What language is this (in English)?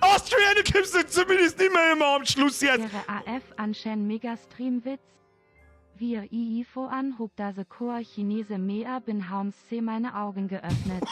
Bavarian